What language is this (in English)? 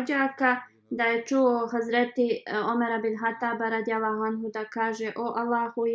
Bosnian